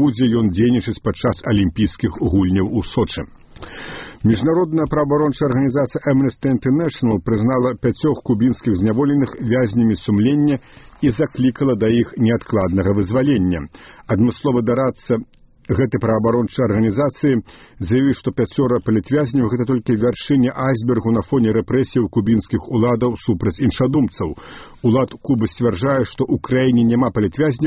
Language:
Belarusian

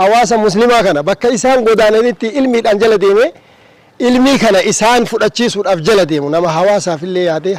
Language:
Oromo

